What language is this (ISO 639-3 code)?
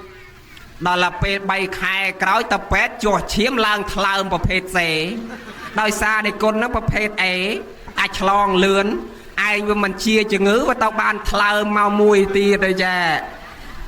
khm